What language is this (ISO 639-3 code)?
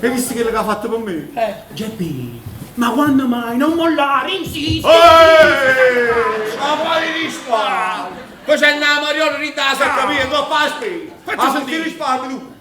nap